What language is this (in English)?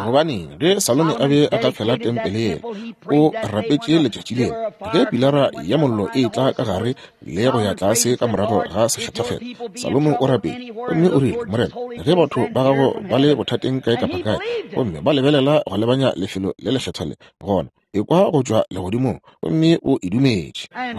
Northern Sotho